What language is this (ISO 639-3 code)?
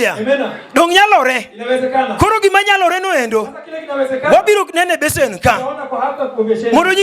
luo